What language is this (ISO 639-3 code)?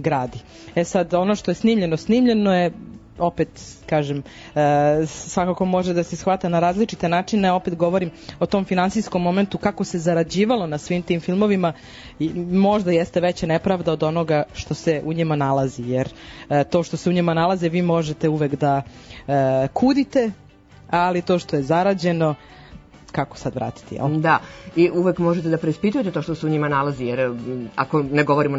srp